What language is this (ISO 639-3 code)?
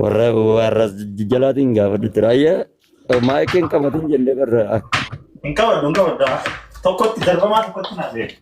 orm